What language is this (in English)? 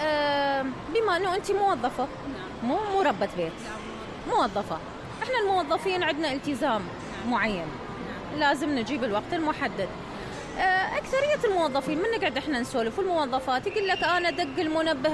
Mesopotamian Arabic